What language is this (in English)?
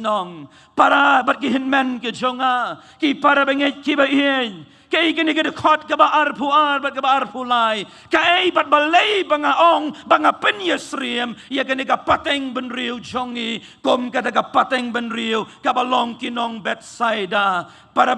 Khasi